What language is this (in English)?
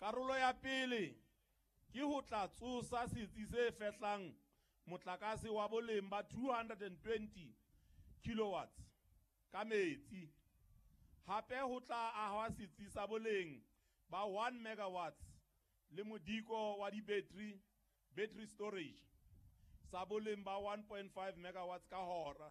Southern Sotho